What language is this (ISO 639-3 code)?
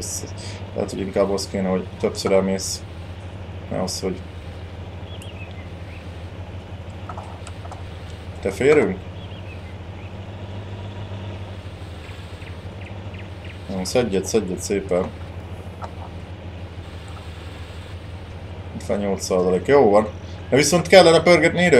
hun